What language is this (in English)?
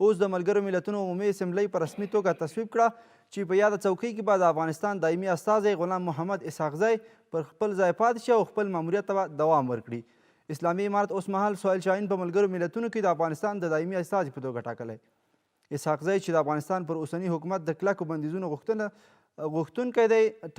Pashto